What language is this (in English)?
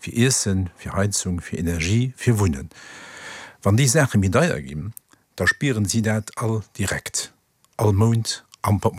Luxembourgish